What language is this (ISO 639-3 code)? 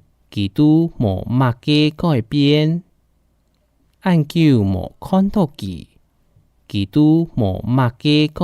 hak